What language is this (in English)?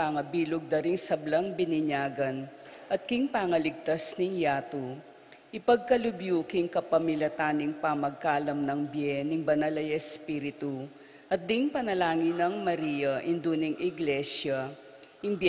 Pampanga